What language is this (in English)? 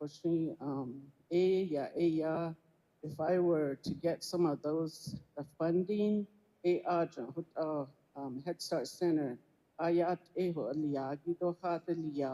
Navajo